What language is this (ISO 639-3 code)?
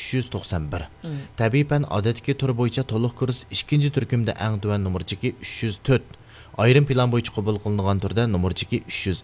uig